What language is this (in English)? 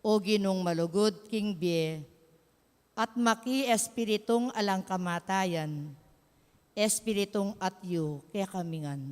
Pampanga